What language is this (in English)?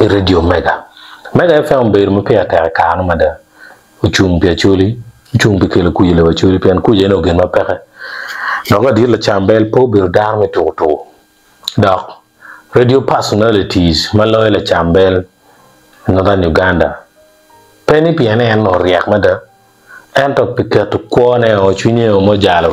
Acoli